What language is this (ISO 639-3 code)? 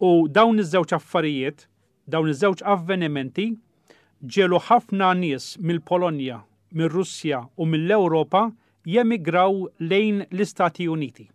mlt